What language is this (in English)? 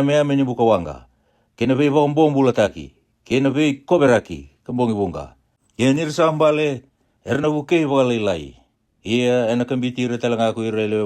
Fijian